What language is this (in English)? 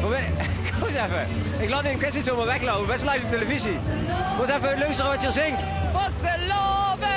Limburgish